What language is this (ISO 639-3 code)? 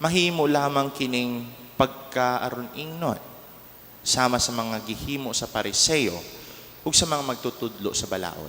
ceb